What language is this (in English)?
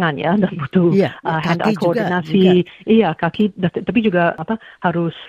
Indonesian